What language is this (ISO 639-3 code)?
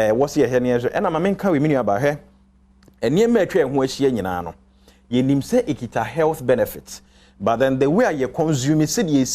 aka